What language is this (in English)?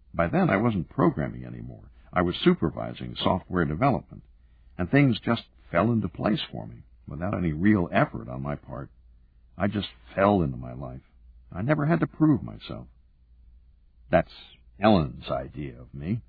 English